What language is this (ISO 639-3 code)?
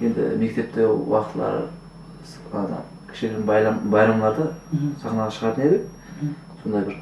kaa